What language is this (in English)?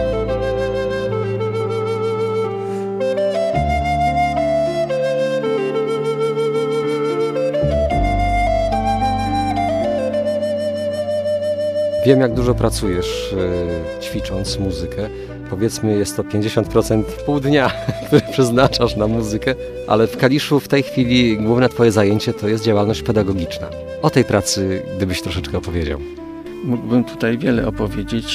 Polish